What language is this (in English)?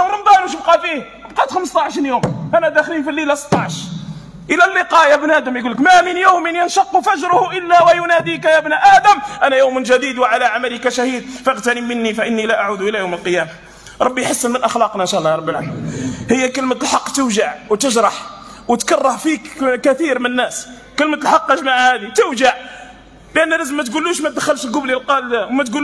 Algerian Arabic